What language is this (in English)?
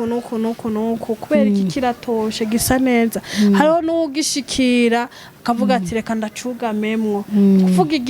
Rundi